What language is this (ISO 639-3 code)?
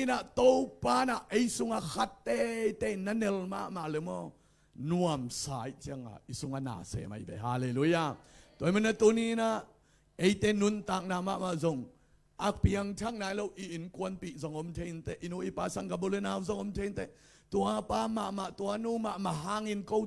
ctd